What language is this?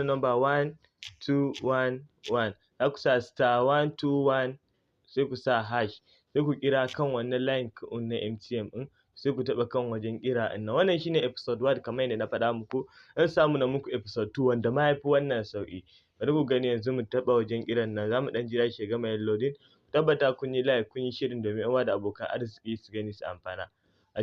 Hausa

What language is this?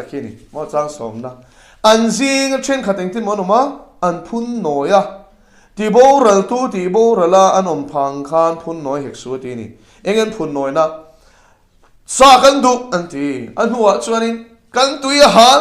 Mizo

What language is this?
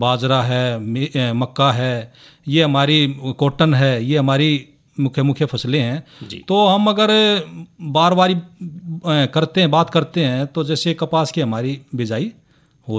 Hindi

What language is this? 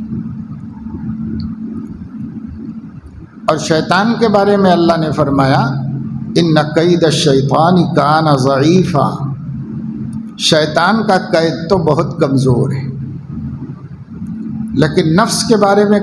Urdu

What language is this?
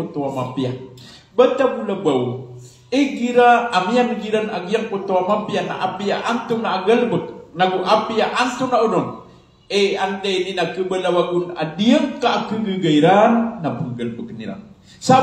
Maranao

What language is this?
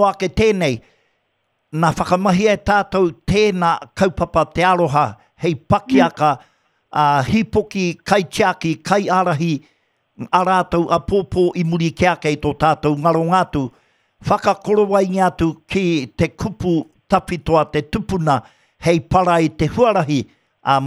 Māori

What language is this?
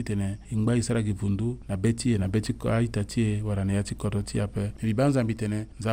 Sango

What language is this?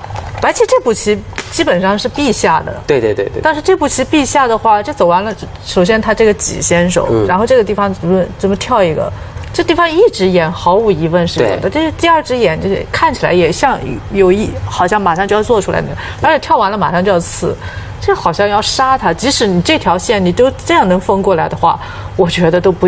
Chinese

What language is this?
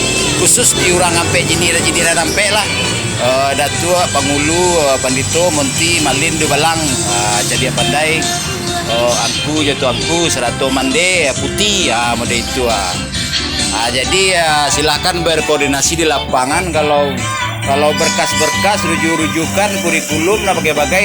Minangkabau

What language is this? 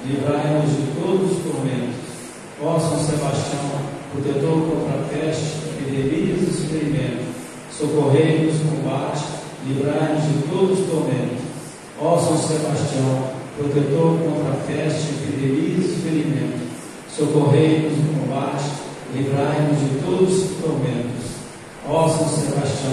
Portuguese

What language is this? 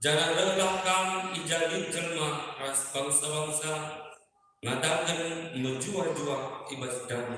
Batak Karo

